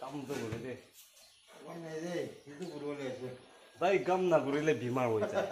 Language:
Naga Pidgin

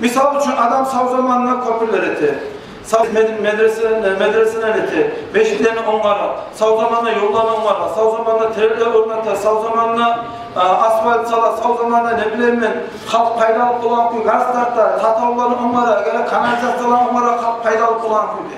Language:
Kumyk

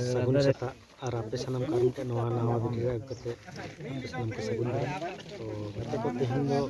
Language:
Santali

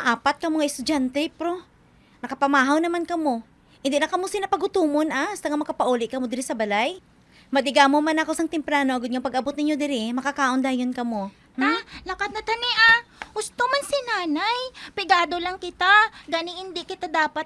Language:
Hiligaynon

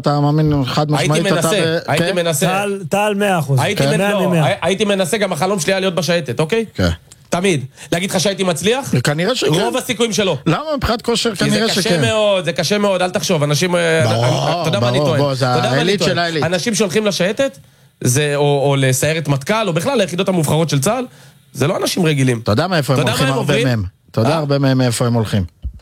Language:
Hebrew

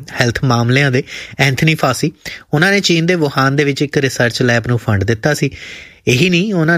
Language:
Punjabi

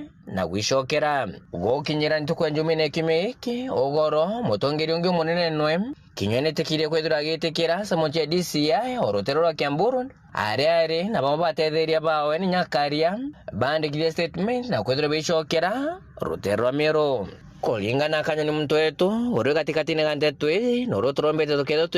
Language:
Meru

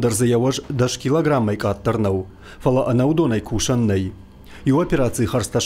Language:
Ossetic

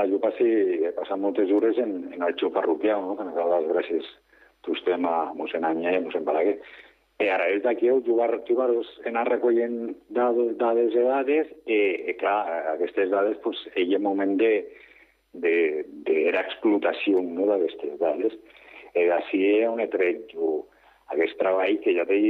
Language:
Catalan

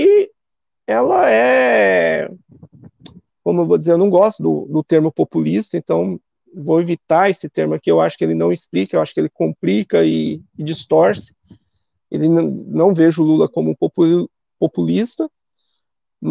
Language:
Portuguese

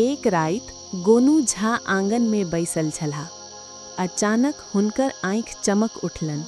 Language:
Maithili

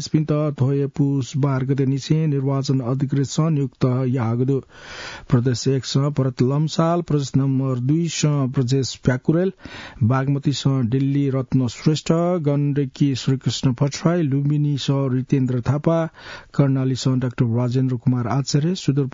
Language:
Newari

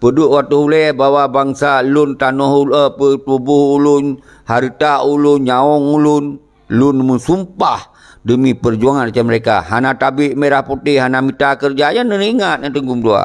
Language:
Achinese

